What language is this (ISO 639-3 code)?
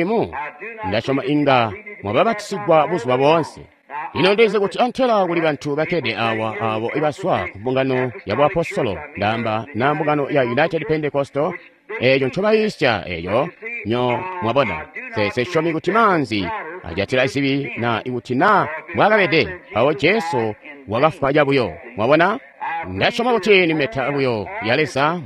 toi